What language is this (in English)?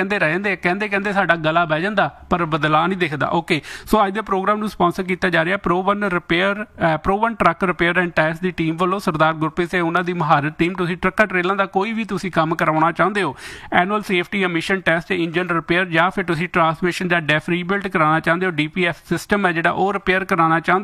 Punjabi